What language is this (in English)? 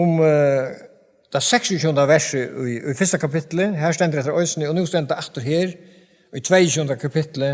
Faroese